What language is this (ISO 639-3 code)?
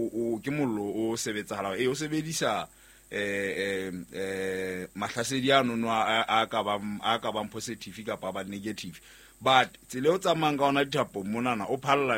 sot